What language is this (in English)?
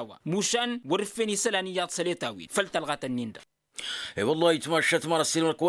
Tamasheq